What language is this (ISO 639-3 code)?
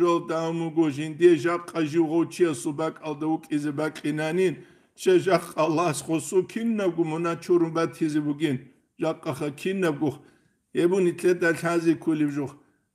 ava